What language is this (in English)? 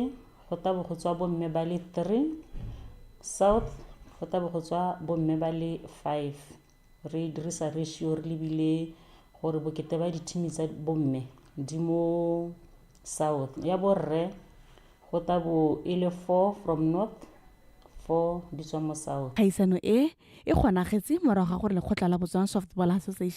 Tswana